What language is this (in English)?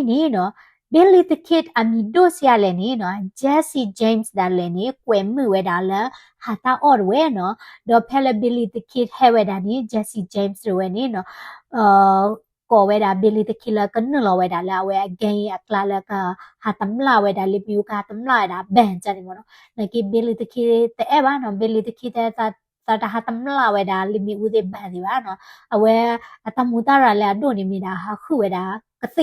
S'gaw Karen